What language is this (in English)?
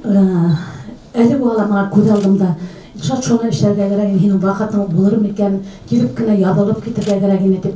Bashkir